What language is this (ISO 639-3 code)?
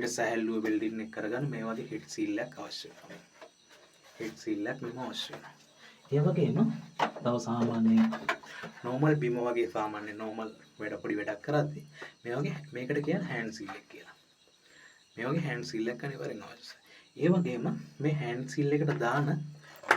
sin